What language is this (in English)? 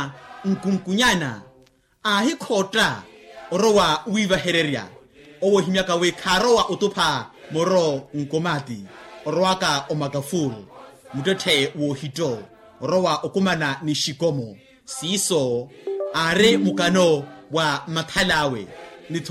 Makhuwa